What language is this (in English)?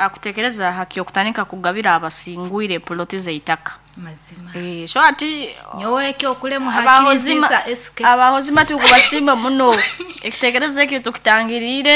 Nyoro